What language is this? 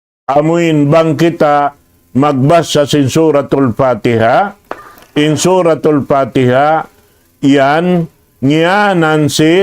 Tausug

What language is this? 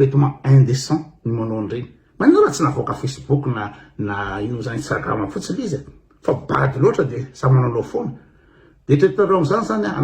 Malagasy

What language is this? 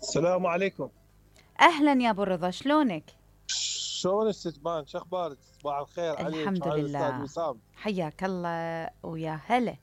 Mesopotamian Arabic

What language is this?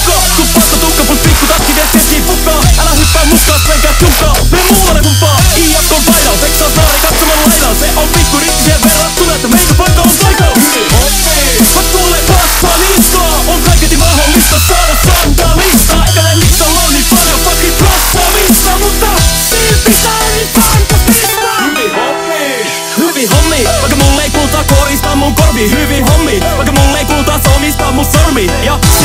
Finnish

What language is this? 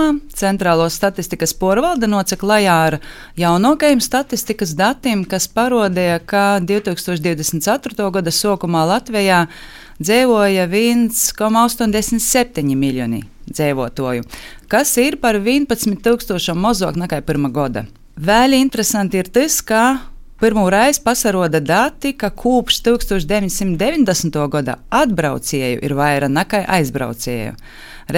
Latvian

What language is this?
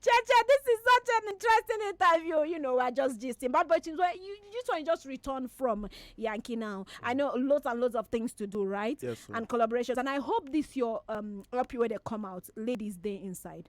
Nigerian Pidgin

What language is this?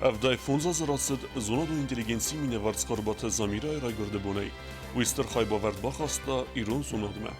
Ossetic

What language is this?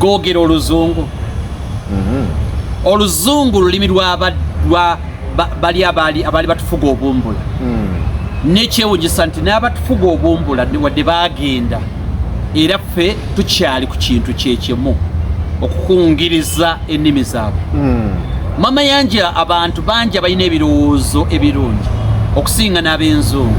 Ganda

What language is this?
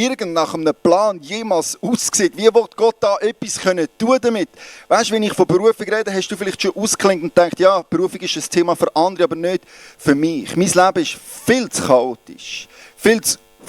Swiss German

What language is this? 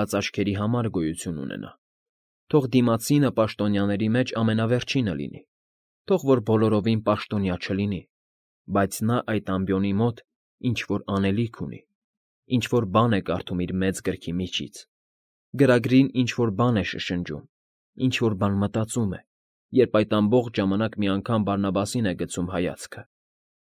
Armenian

